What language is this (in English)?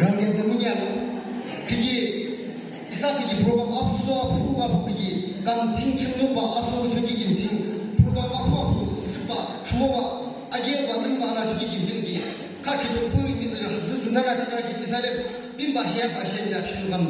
Yimchungru Naga